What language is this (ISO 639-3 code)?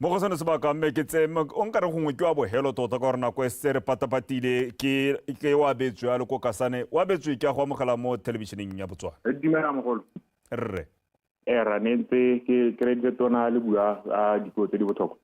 tsn